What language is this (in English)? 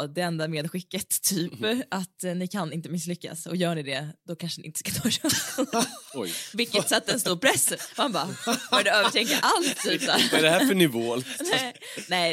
Swedish